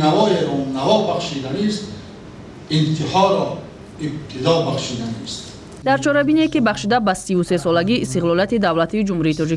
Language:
Tajik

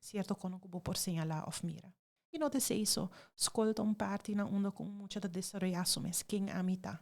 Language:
Papiamento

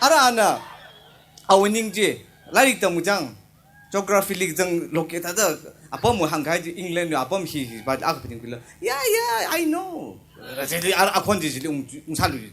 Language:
Tangkhul Naga (India)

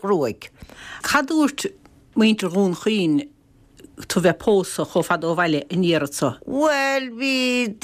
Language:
Irish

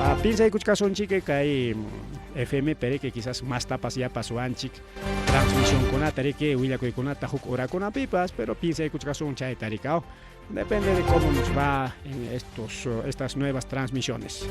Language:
Ayacucho Quechua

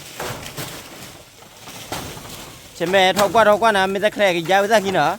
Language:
S'gaw Karen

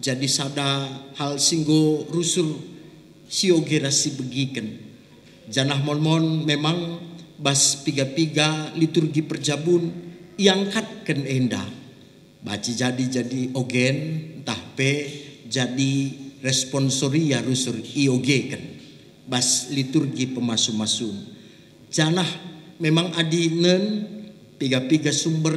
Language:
Batak Karo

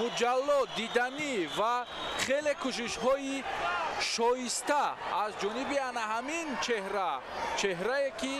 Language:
Tajik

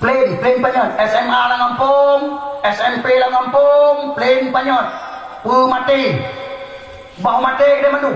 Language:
Achinese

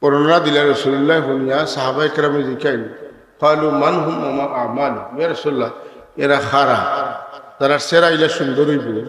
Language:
Sylheti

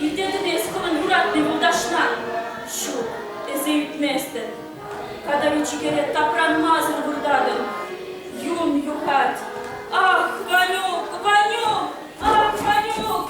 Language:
Chuvash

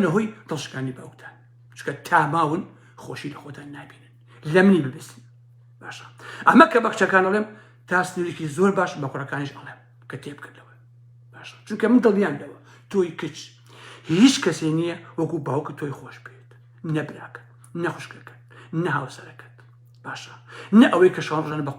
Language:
Central Kurdish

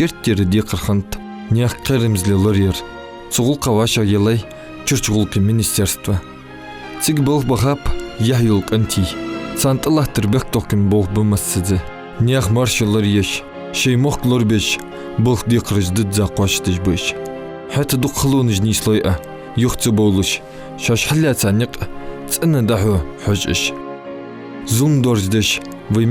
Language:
Ingush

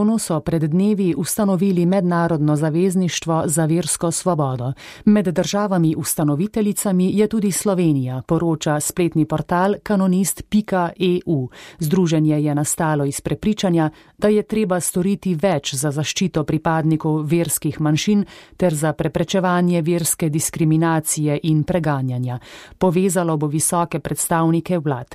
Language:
Slovenian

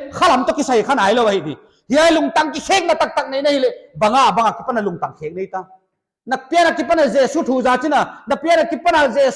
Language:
Paite Chin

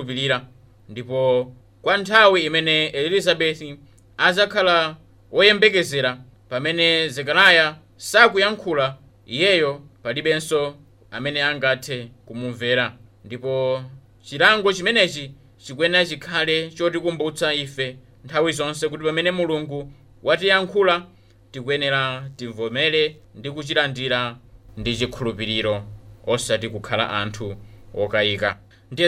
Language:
Nyanja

